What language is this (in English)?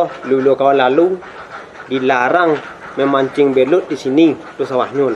Minangkabau